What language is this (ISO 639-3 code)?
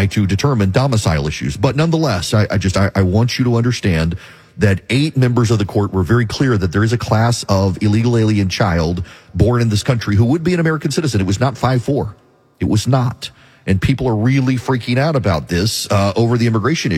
eng